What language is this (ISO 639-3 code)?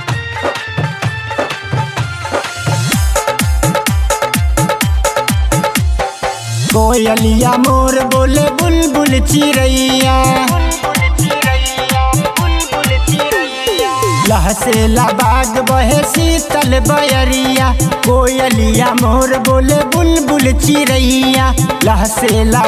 bho